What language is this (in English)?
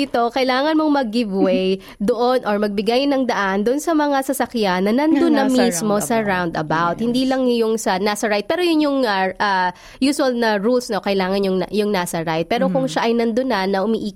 Filipino